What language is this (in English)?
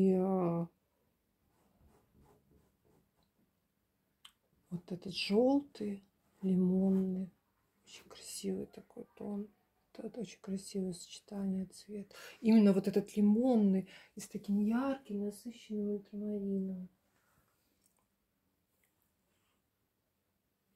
Russian